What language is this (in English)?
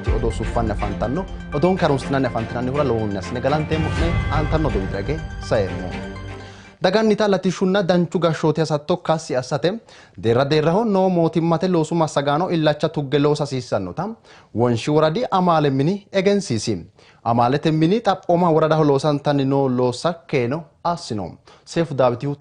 Sidamo